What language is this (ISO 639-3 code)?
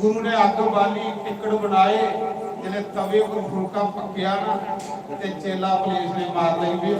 doi